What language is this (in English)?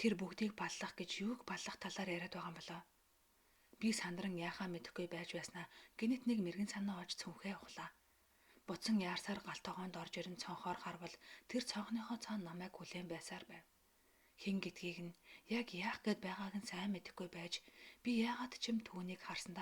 Mongolian